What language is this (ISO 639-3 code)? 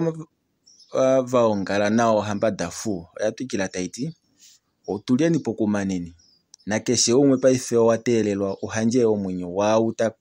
kua